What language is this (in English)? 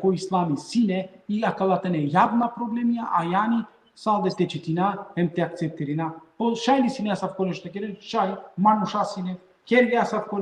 Balkan Romani